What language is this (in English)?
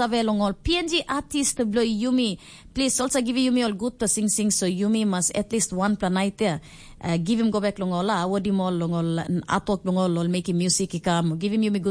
Tok Pisin